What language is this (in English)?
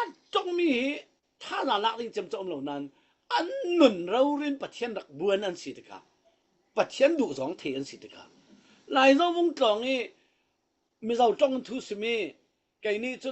Falam Chin